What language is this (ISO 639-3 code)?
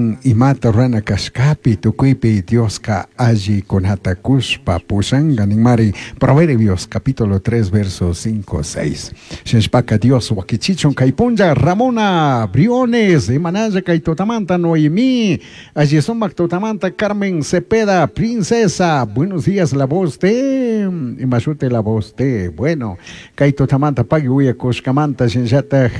qug